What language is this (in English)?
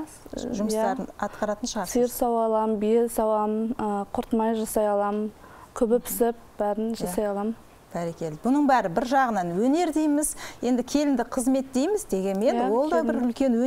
Kazakh